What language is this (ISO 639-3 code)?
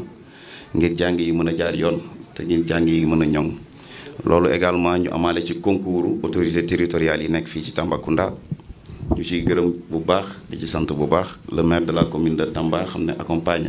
wol